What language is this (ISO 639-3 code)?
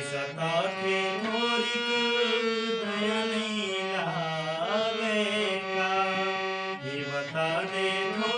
hne